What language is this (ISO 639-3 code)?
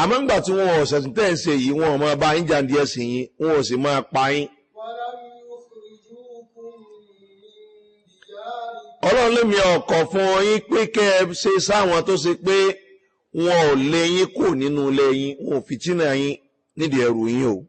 yor